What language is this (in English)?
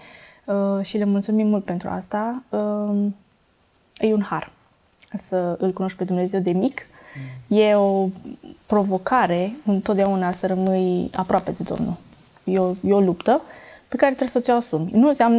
Romanian